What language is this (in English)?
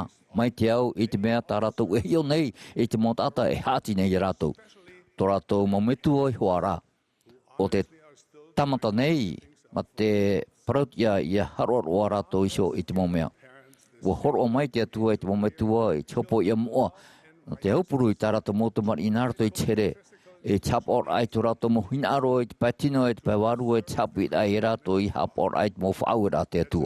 Tahitian